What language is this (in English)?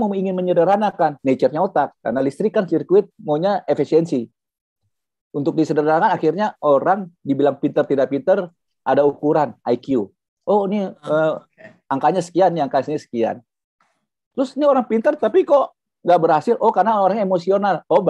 Indonesian